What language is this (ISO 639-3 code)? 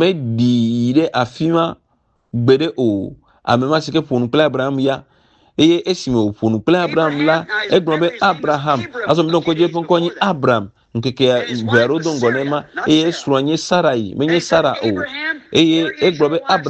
ewe